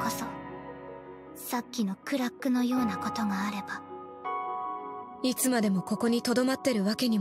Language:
Japanese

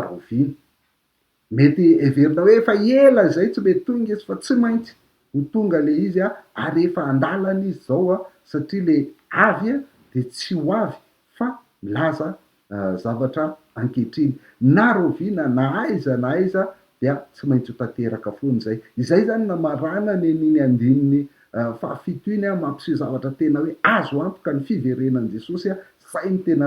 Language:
Malagasy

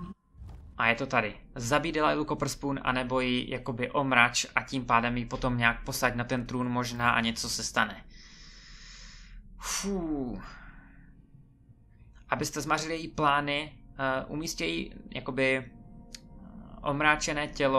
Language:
Czech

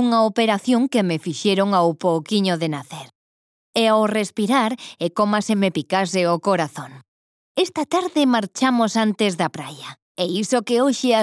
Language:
Galician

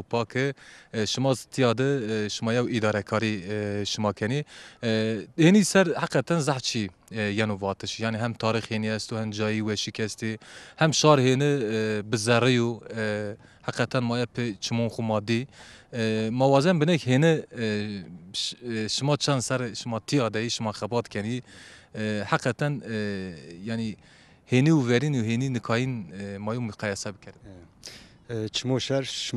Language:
Zaza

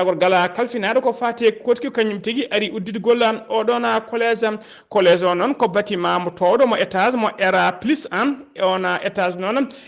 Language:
Fula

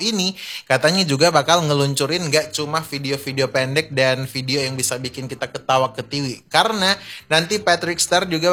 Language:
Indonesian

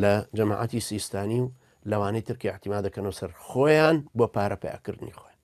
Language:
Central Kurdish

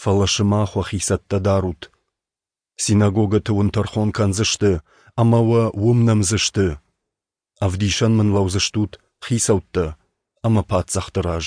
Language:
Ossetic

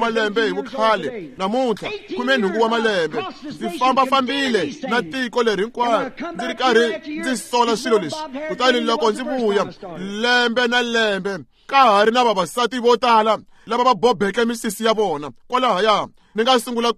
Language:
Tsonga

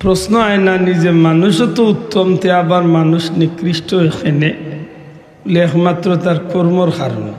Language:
Sylheti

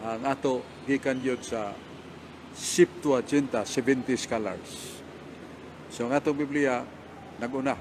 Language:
Cebuano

